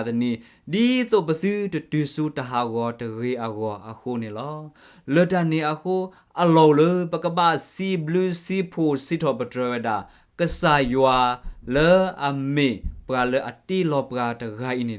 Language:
S'gaw Karen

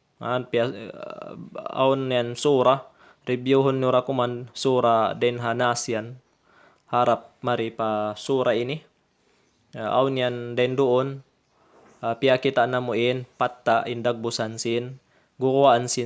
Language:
Tausug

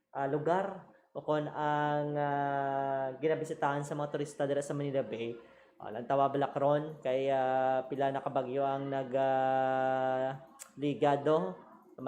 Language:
Hiligaynon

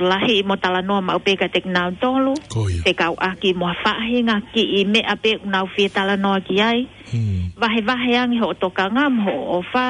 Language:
Tongan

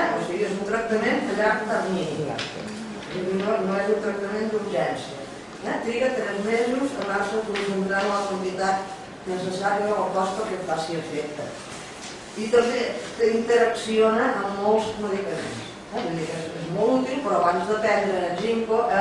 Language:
Catalan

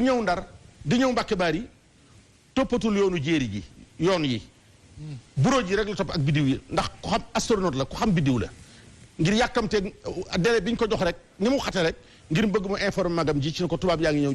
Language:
Wolof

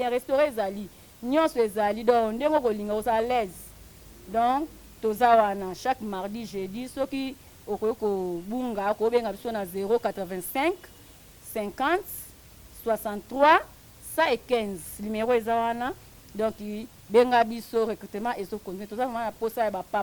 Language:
Lingala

